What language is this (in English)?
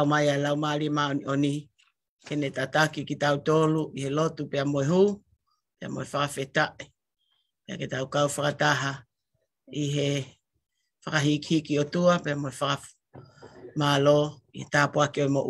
Tongan